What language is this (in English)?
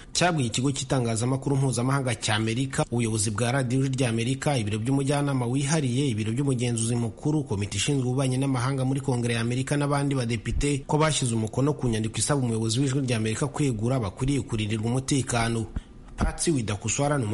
Kinyarwanda